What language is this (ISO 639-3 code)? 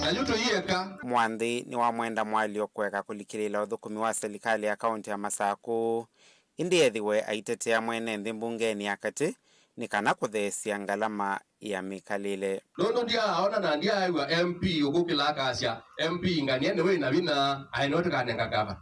kam